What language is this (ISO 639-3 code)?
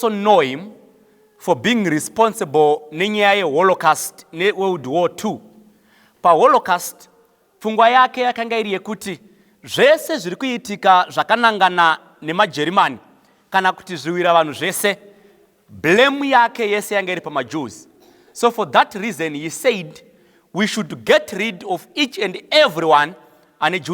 sna